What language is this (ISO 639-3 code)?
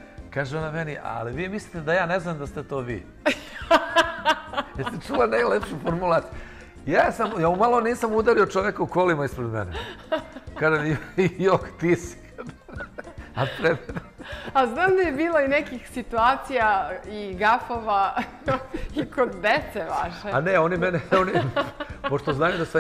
srp